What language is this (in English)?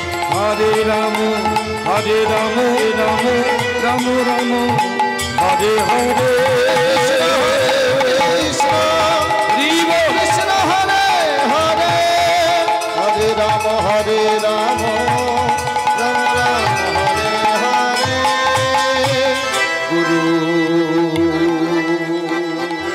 Bangla